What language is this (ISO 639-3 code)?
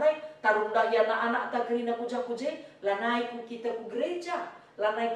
btx